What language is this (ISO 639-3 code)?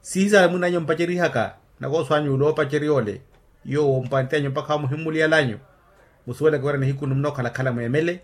vmw